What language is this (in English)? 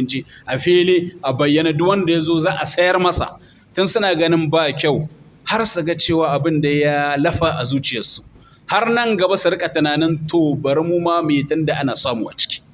Hausa